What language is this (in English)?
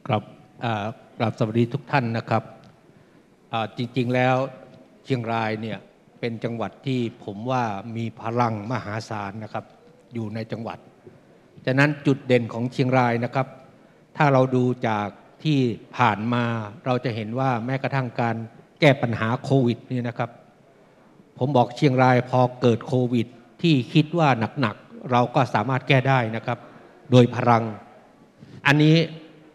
Thai